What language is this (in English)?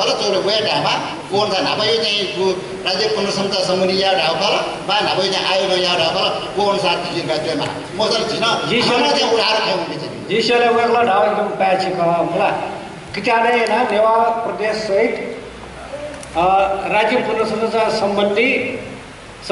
Newari